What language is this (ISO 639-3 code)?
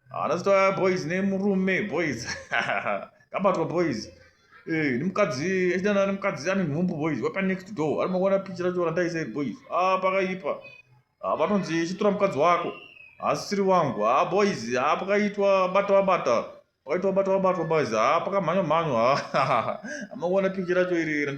sna